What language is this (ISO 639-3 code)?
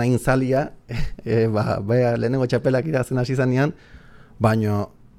eus